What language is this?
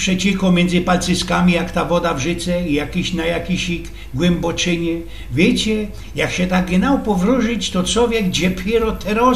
Silesian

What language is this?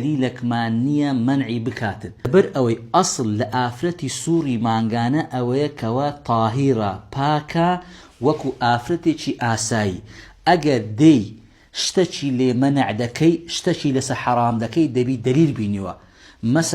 Central Kurdish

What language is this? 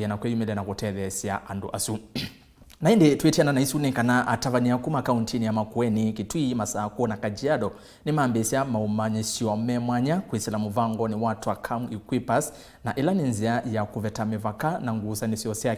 Kamba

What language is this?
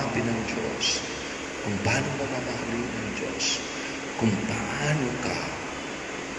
Filipino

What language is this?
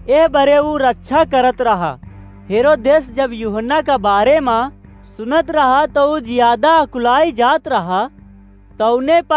Awadhi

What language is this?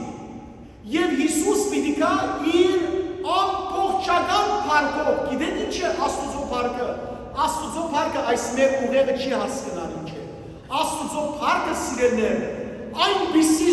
Western Armenian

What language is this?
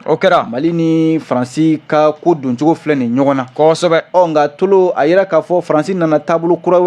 Bambara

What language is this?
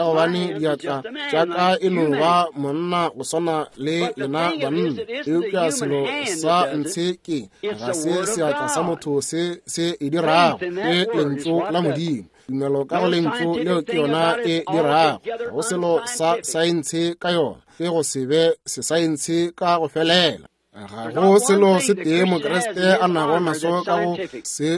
Northern Sotho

